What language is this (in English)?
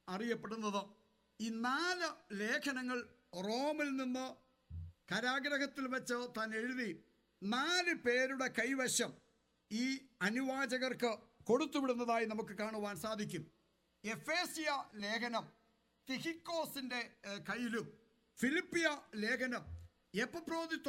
Malayalam